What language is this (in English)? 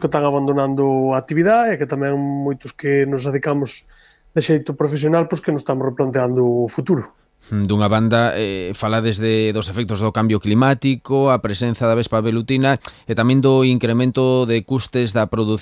Galician